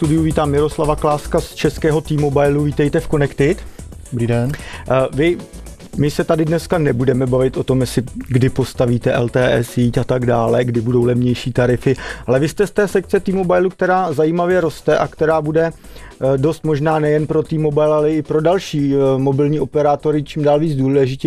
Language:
Czech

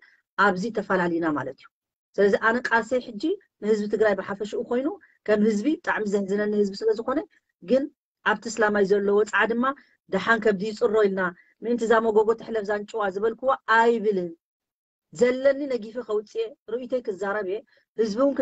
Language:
Tigrinya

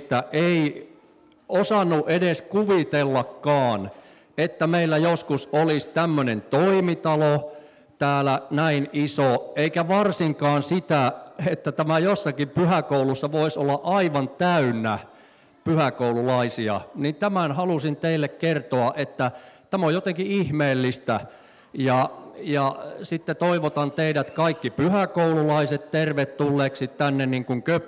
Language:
Finnish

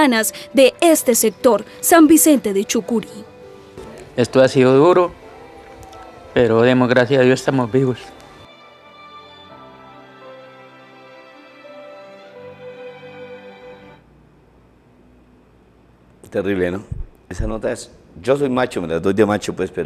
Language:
Spanish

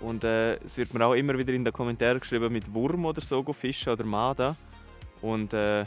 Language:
Swiss German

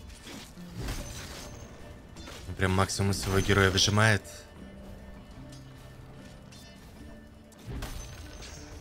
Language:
Russian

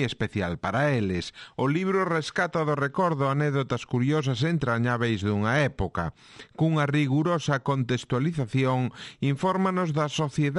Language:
Galician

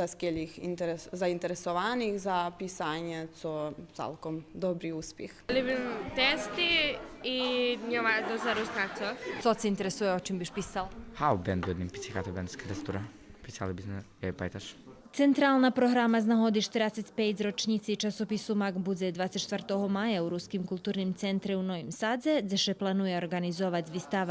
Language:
Rusyn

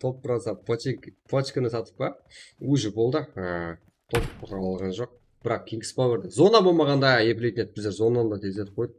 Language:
Kara-Kalpak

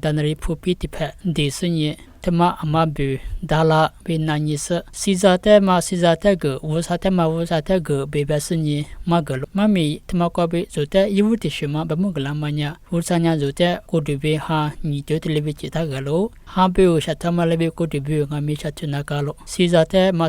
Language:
Lisu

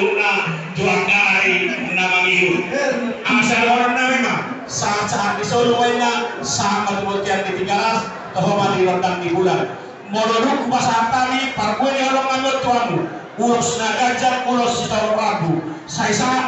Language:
Batak Toba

